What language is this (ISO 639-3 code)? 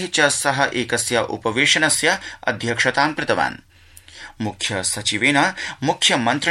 san